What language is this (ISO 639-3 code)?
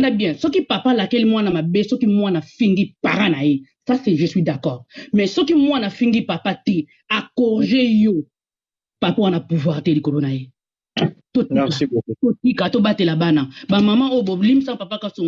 lin